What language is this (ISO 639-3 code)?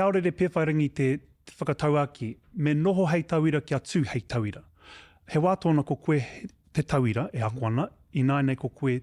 mri